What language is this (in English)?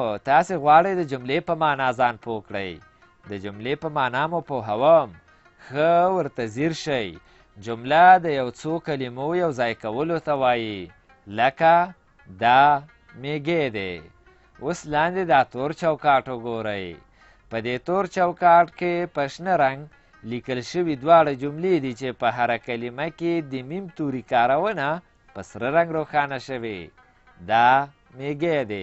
Pashto